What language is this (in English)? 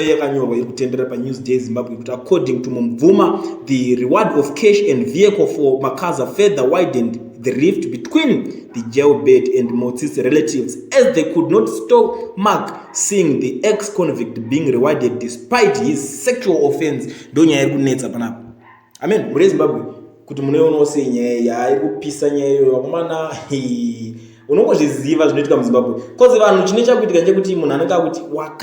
Shona